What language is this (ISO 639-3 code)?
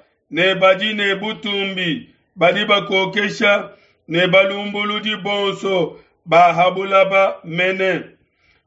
lua